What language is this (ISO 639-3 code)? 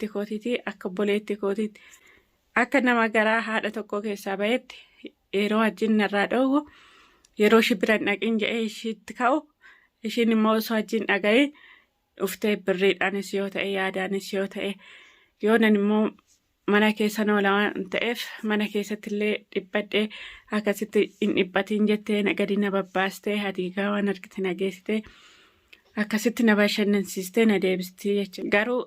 orm